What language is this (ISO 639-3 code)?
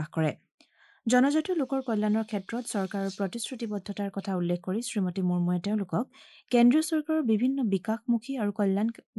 asm